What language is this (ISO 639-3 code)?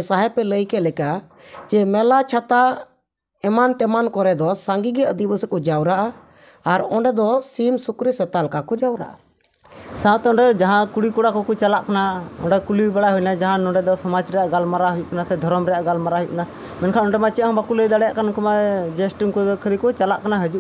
sat